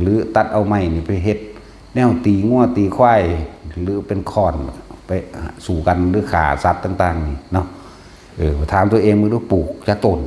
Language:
Northeastern Thai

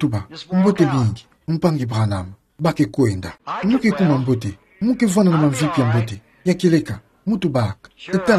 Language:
Kituba (Democratic Republic of Congo)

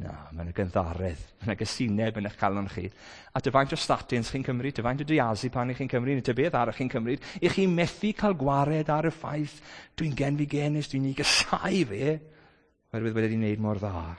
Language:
Welsh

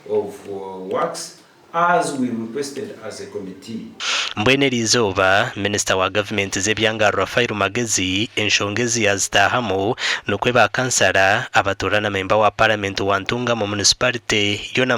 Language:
Nyankole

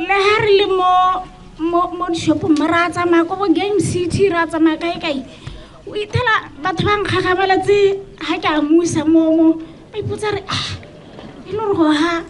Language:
Tswana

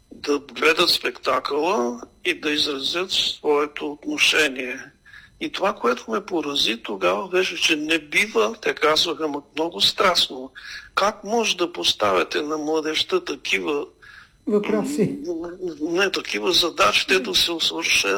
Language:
Bulgarian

